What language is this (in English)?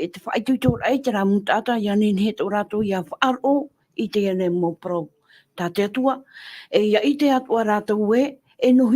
Tahitian